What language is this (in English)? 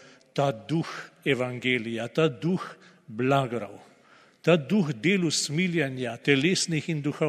Slovenian